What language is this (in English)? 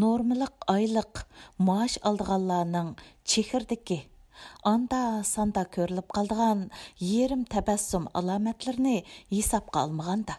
Uyghur